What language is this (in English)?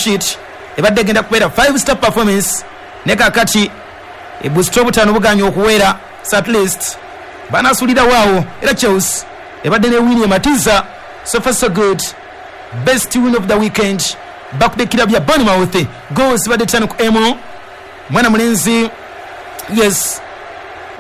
Ganda